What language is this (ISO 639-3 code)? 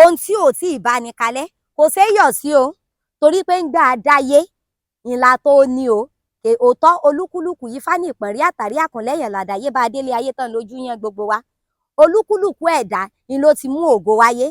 yor